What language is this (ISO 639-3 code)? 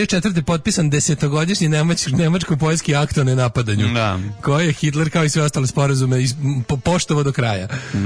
srp